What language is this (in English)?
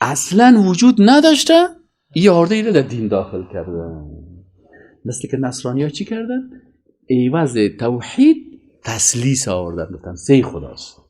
Persian